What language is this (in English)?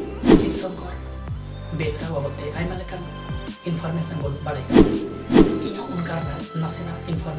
Santali